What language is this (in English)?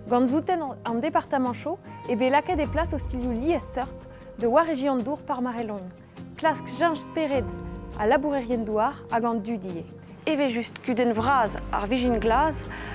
Breton